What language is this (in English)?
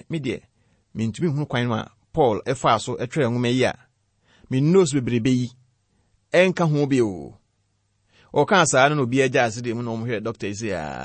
Akan